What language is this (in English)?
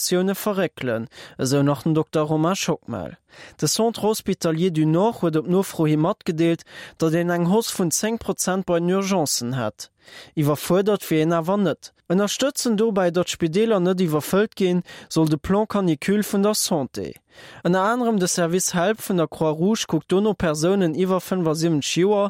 Luxembourgish